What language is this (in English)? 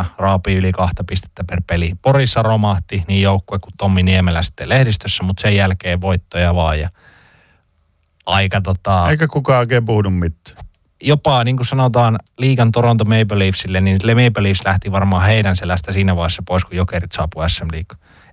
Finnish